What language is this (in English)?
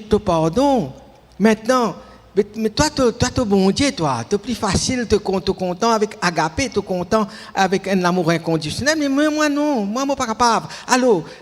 Morisyen